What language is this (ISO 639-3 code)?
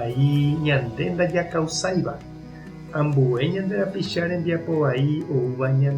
grn